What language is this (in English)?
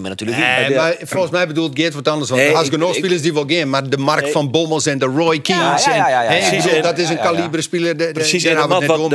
Western Frisian